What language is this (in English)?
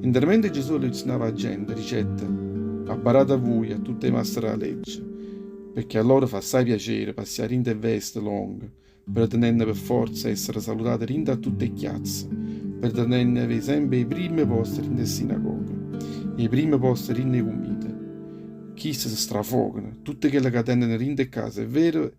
Neapolitan